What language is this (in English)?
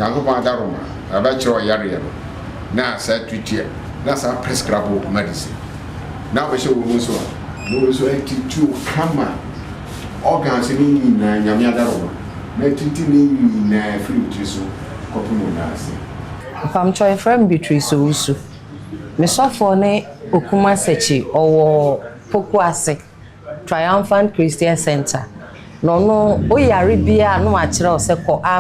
Akan